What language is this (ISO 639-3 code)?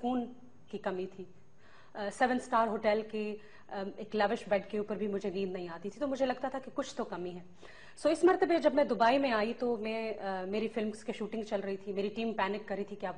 urd